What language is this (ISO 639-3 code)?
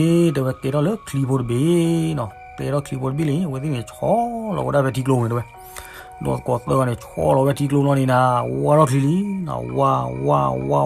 ksw